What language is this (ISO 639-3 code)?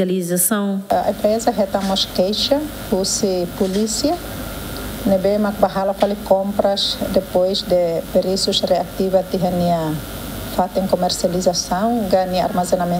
tet